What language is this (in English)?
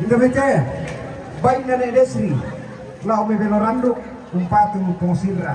Toraja-Sa'dan